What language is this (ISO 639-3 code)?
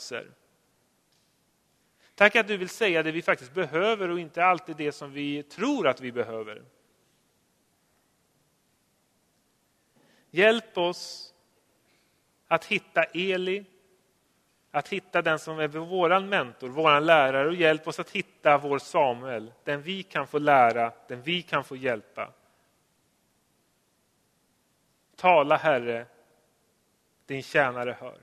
swe